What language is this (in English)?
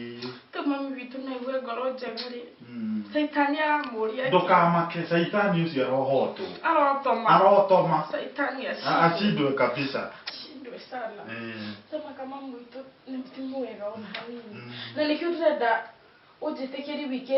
Kikuyu